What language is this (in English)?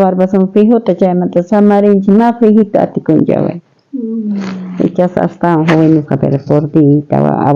South Bolivian Quechua